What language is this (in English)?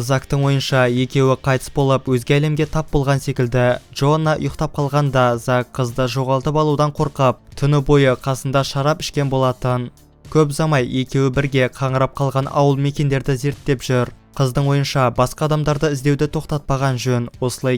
Kazakh